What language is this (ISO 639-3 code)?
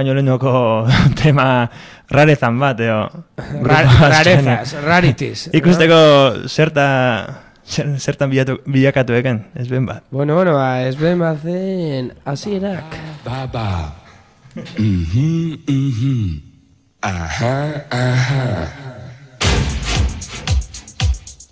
eus